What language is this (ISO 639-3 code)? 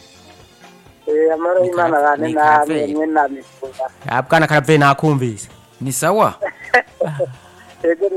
run